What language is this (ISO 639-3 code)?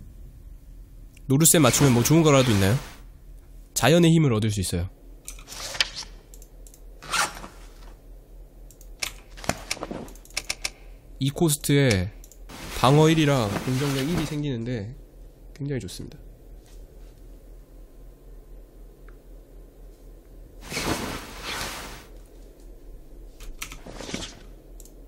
kor